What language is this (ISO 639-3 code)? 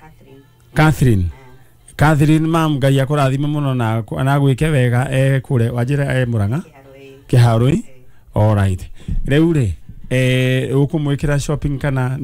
kik